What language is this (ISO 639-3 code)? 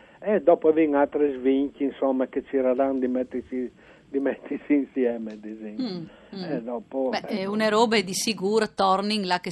fur